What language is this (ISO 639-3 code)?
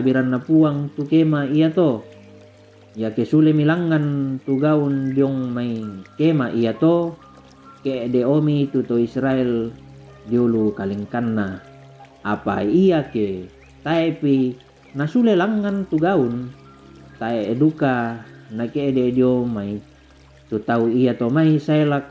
sda